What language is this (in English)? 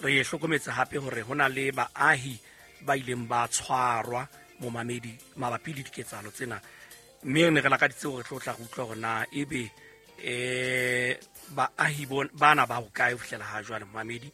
Southern Sotho